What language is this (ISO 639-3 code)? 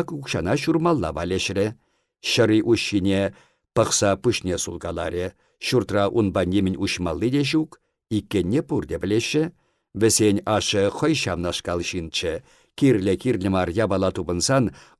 chv